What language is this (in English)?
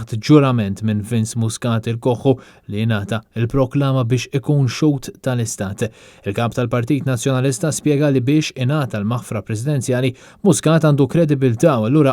Maltese